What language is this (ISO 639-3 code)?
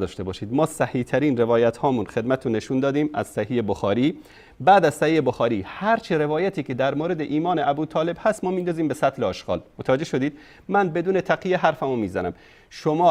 fas